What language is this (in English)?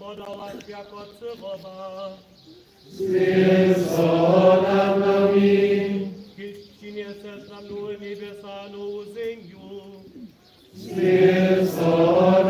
Upper Sorbian